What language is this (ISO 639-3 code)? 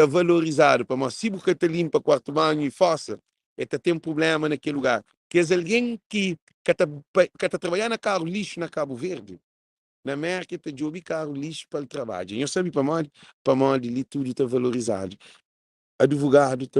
kea